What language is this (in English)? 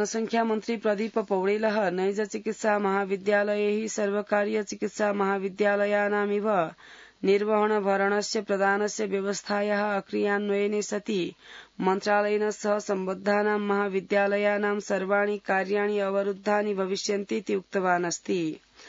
Sanskrit